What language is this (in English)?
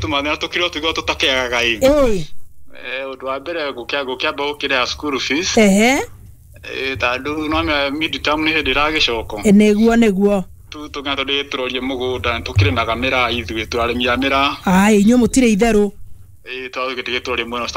Kikuyu